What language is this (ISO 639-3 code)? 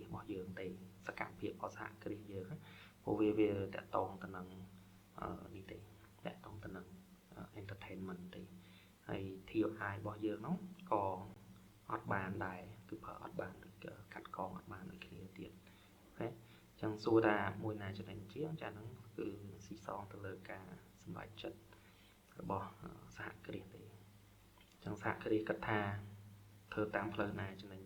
khm